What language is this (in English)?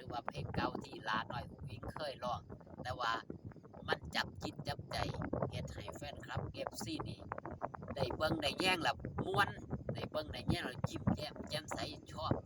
Northeastern Thai